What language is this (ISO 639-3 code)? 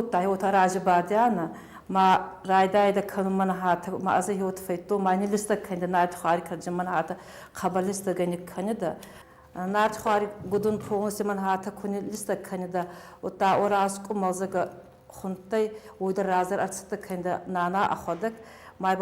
oss